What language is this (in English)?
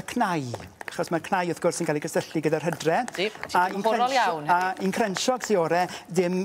Welsh